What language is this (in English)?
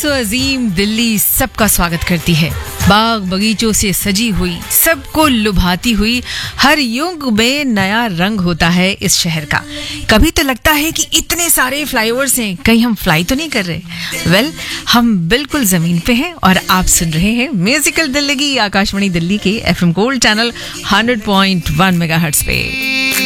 Hindi